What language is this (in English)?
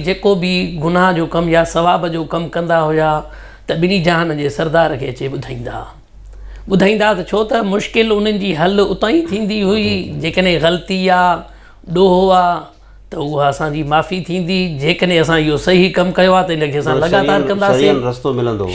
Sindhi